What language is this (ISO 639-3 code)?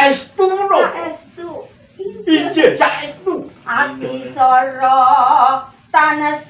jav